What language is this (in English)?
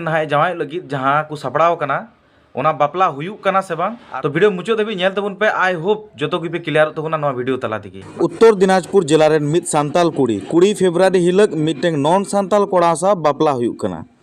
Santali